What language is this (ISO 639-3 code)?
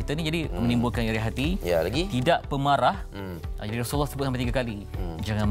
msa